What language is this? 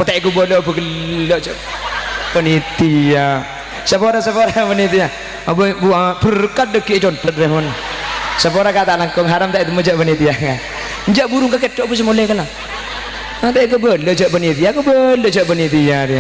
Madurese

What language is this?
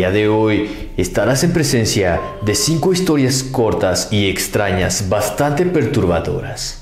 Spanish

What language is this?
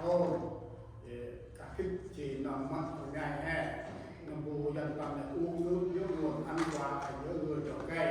Central Mnong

